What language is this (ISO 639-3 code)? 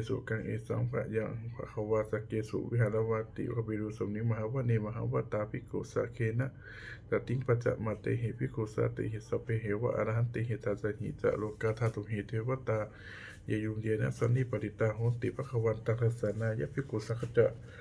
pli